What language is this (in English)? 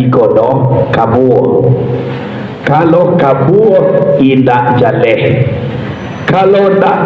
Minangkabau